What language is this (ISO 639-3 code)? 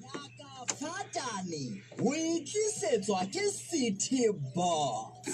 sot